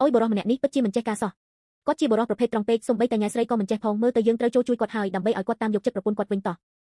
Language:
Khmer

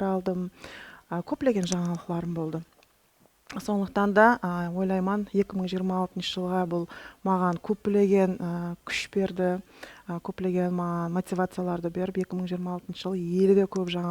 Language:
Kara-Kalpak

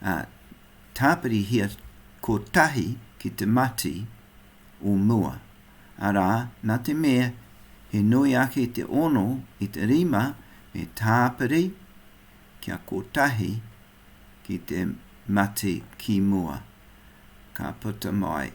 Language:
Māori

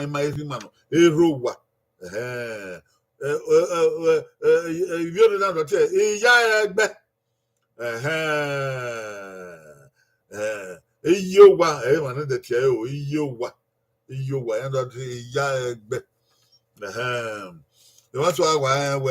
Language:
Bini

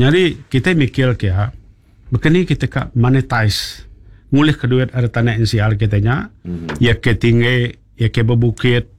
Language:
Iban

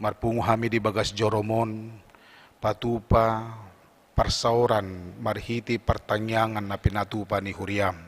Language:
Batak Toba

